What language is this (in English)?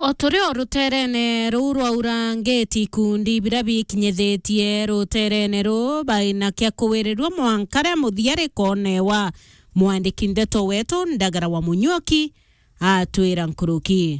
Meru